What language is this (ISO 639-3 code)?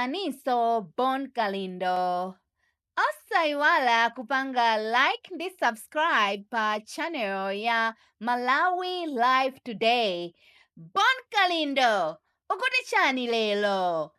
nya